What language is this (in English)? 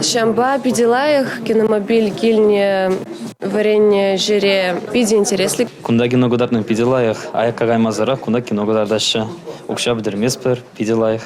Chuvash